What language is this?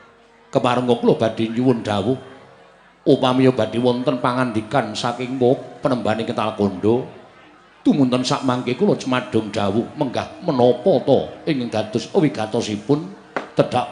Javanese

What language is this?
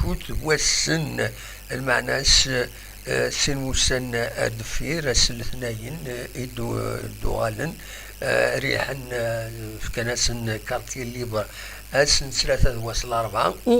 Kabyle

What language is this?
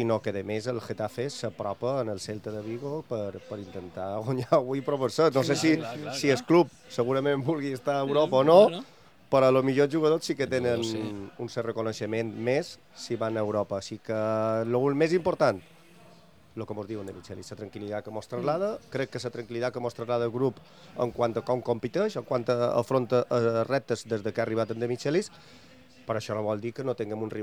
Catalan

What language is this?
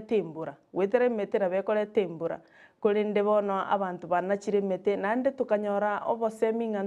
Gusii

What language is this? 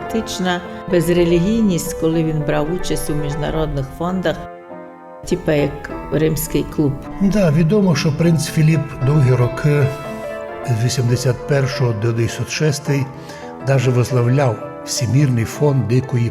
Rusyn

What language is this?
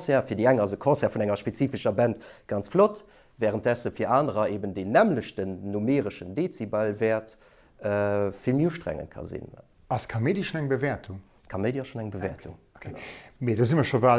Luxembourgish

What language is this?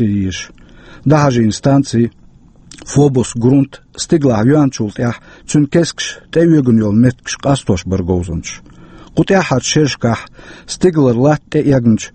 Chechen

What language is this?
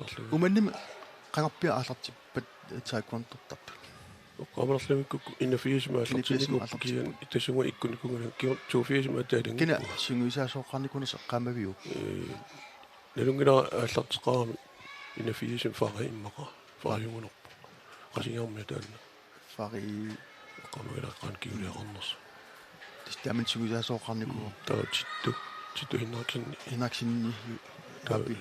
Kalaallisut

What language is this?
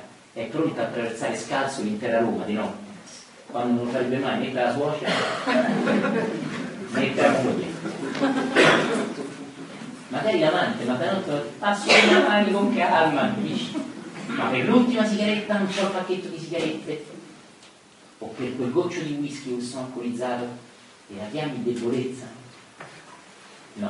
Italian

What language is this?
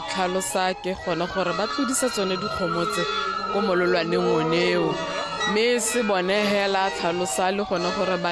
Tswana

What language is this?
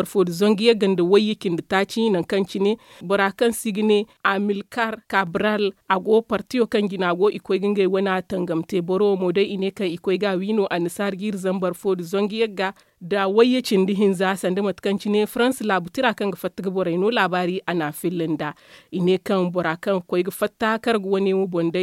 Zarma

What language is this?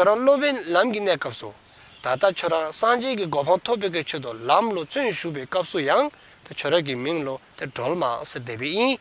Dzongkha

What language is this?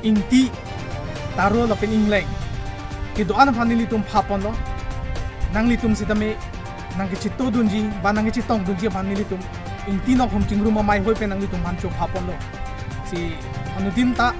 Karbi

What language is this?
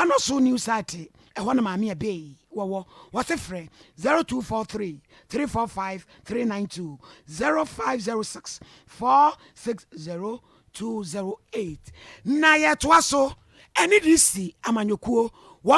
Akan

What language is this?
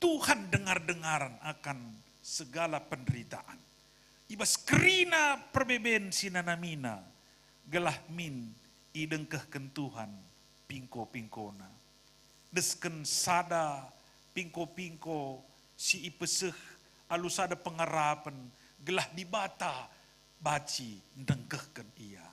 Batak Karo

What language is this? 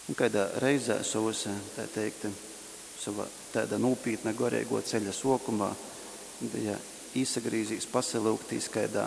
Latgalian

